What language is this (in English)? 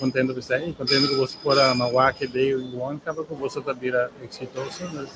Papiamento